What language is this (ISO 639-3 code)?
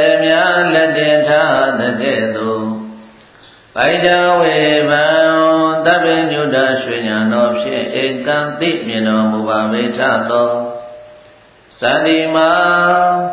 mya